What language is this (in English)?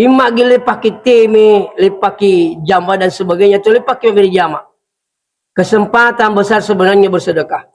Buginese